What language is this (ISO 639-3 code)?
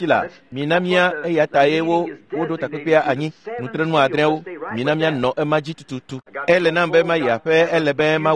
ewe